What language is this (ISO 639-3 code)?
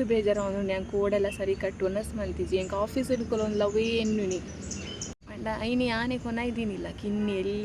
tcy